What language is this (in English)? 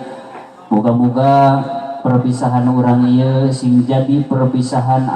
Sundanese